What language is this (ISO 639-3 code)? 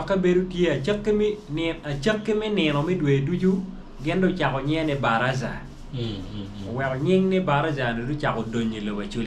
ach